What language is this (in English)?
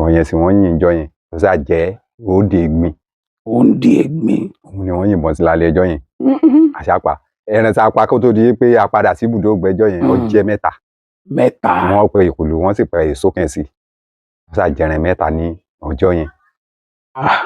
Yoruba